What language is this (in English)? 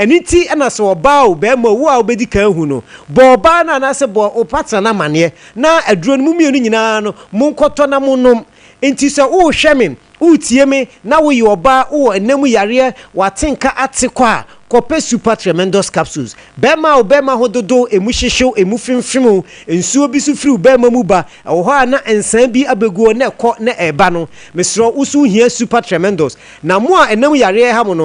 Akan